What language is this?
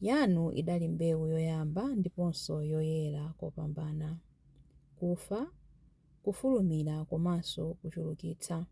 Nyanja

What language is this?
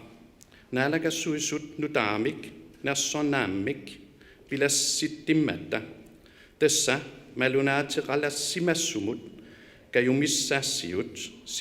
Kalaallisut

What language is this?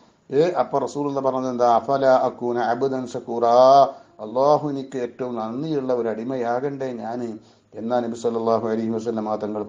Malayalam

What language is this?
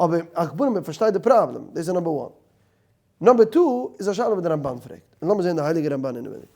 Yiddish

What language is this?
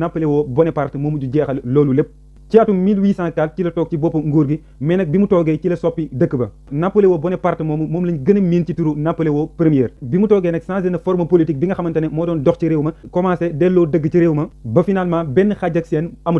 Wolof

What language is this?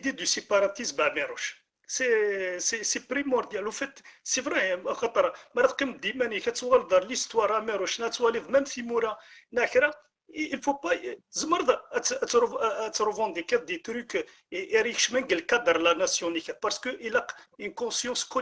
Algerian Arabic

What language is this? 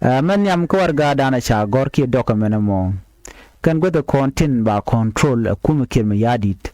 Nuer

